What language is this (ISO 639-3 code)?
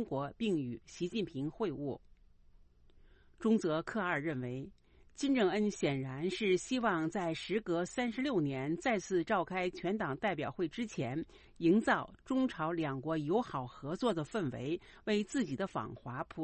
zho